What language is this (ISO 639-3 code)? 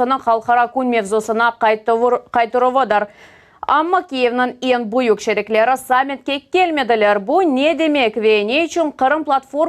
crh